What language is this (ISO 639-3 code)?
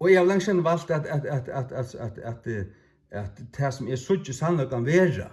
fao